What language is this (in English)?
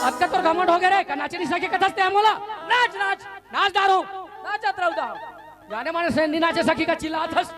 Chhattisgarhi